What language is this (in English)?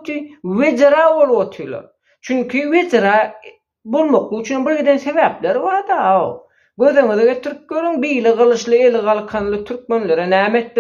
Turkmen